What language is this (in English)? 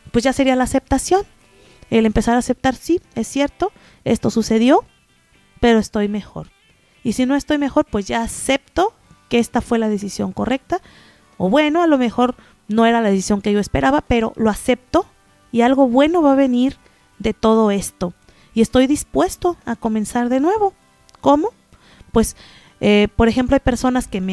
Spanish